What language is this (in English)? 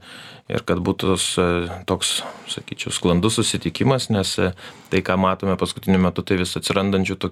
Lithuanian